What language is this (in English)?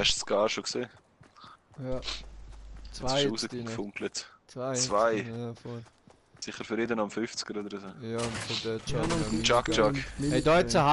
Swiss German